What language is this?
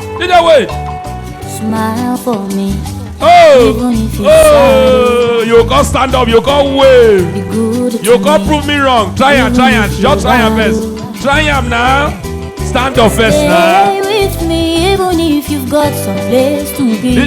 Nigerian Pidgin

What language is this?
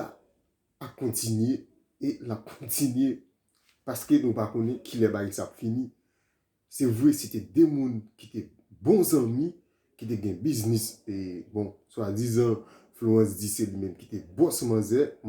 Haitian Creole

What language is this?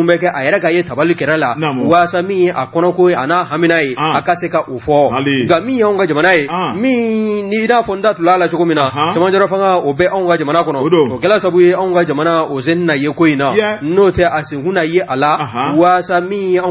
Bambara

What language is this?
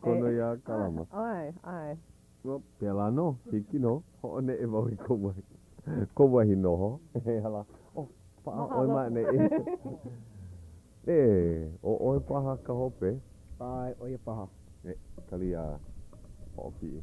Hawaiian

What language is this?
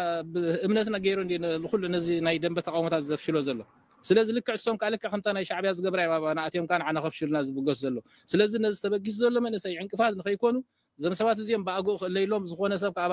Tigrinya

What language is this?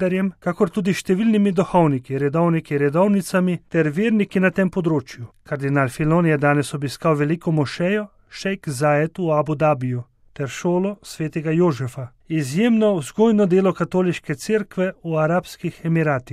Slovenian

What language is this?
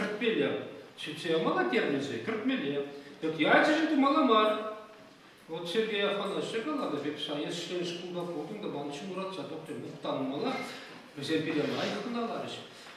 Chuvash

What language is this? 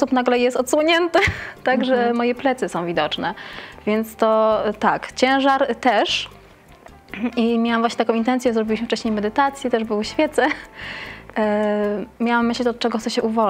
Polish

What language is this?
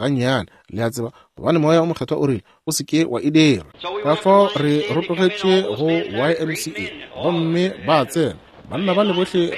Northern Sotho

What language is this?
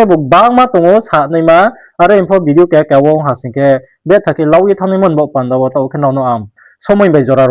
Riang (India)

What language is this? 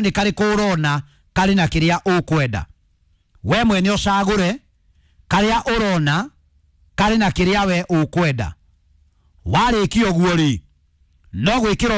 Kikuyu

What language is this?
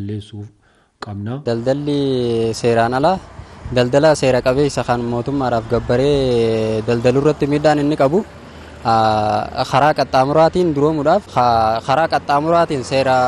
Oromo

